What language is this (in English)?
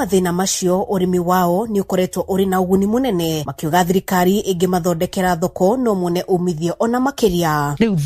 Kikuyu